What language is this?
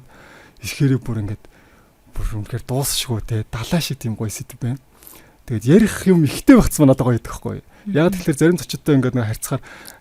Mongolian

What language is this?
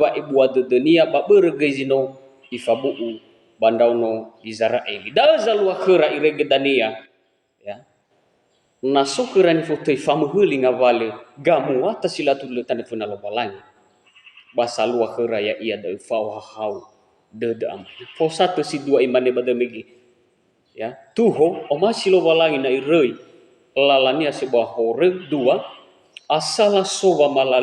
Nias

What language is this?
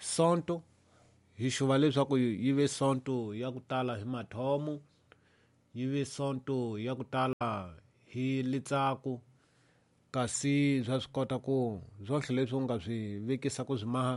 Tsonga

